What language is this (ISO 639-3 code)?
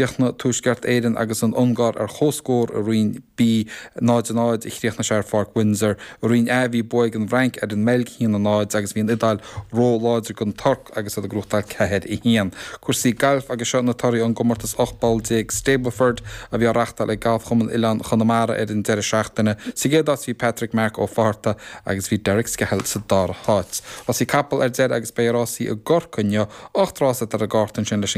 gle